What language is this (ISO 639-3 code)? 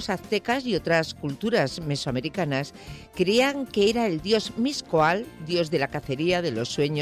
spa